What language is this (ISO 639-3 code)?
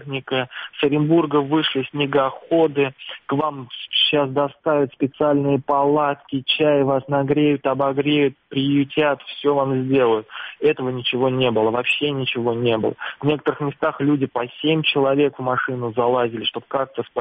rus